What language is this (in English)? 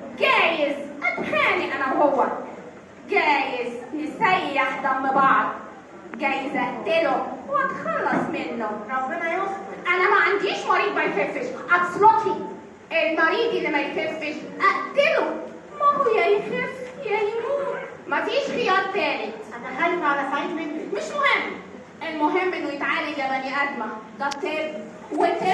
Egyptian Arabic